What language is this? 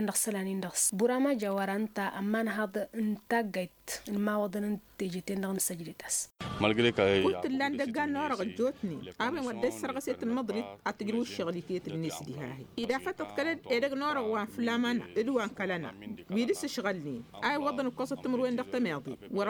Tamasheq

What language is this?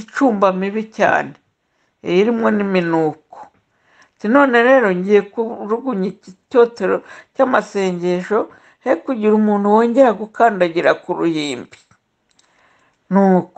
Kinyarwanda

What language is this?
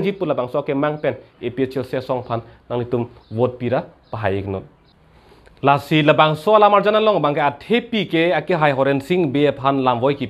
Karbi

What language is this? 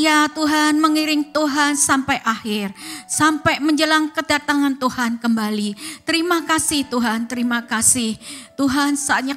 Indonesian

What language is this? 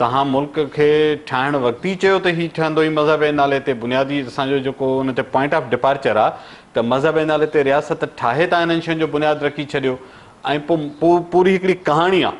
Sindhi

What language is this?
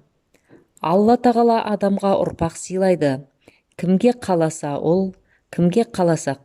Kazakh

